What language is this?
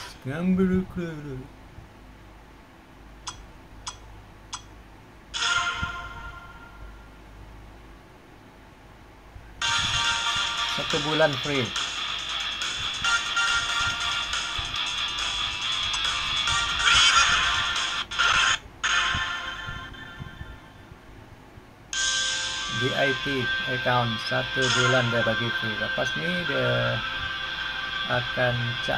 Malay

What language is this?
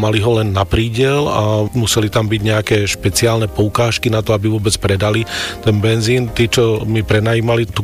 Slovak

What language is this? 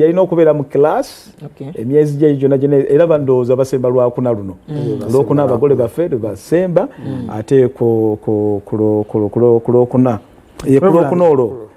Ganda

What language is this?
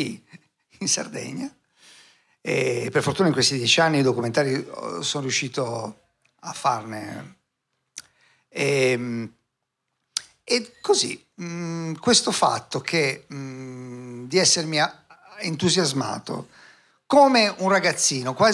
Italian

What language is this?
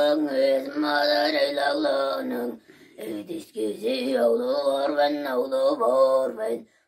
Tuvinian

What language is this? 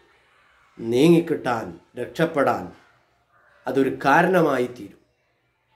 Malayalam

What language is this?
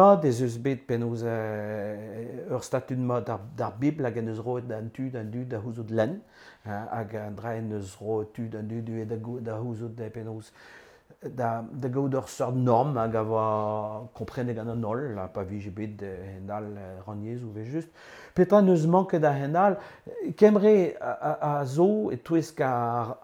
Breton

